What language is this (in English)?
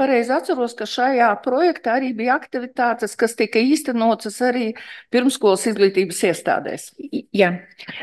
Latvian